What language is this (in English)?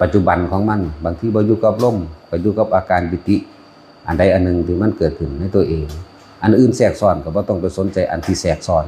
Lao